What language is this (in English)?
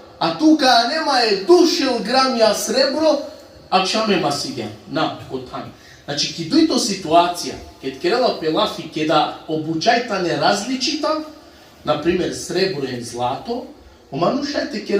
Balkan Romani